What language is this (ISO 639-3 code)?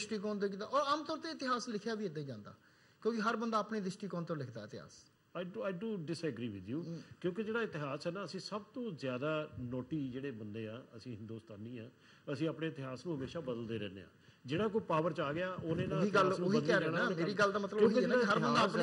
pan